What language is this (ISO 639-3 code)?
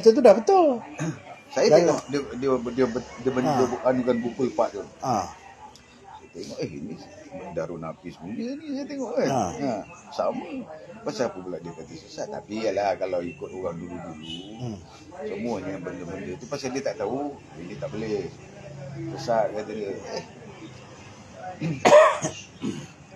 msa